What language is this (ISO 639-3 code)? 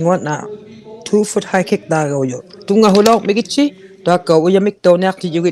iku